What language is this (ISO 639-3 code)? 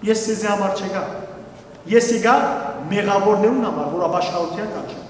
hyw